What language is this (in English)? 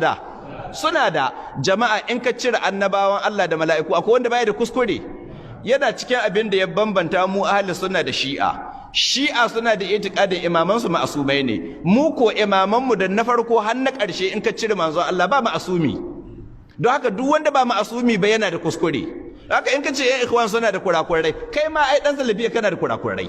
Hausa